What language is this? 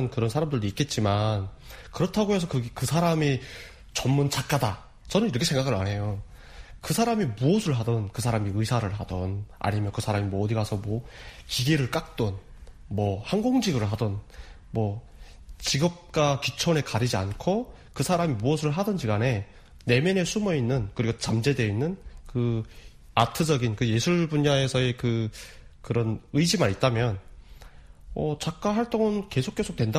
Korean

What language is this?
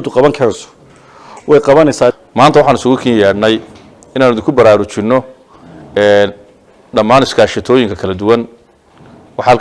Somali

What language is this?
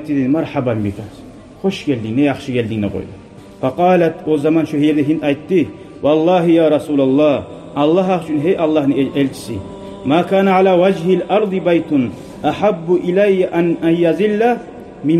Kumyk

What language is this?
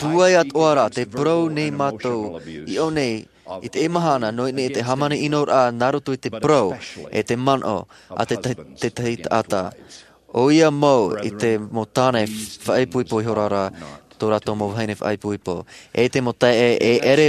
Tahitian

